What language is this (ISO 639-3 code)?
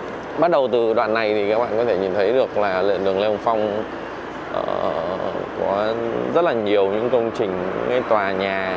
vie